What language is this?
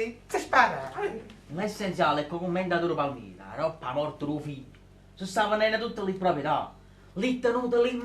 Neapolitan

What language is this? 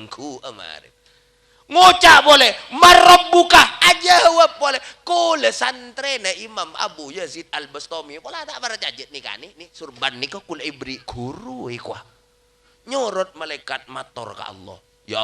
Madurese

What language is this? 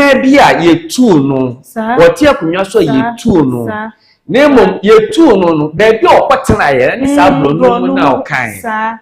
Akan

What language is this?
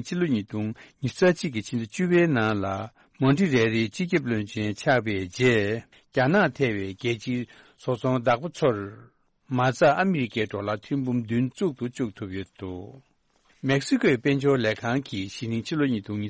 Tibetan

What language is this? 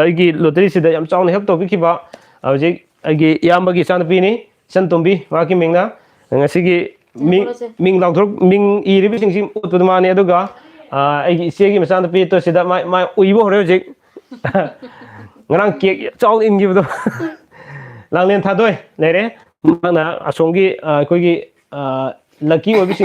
Manipuri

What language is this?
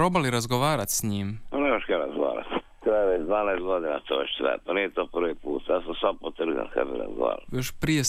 Croatian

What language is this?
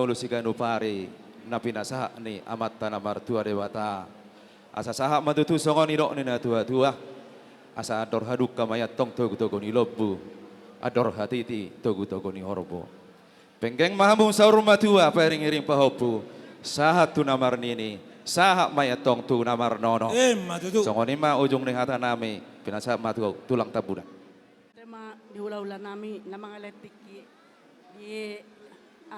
Batak Toba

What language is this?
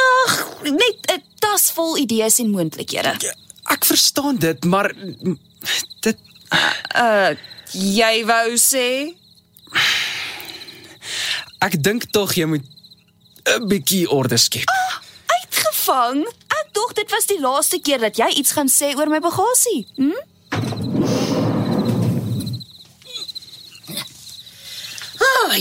Afrikaans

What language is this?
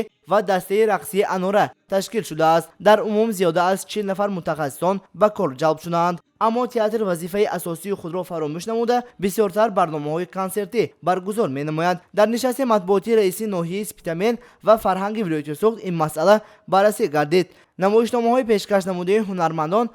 Tajik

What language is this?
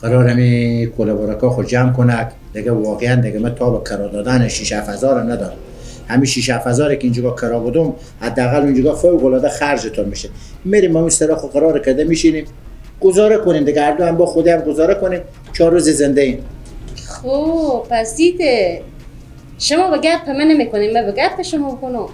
Persian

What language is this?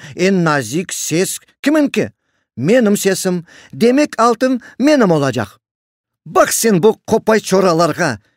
Crimean Tatar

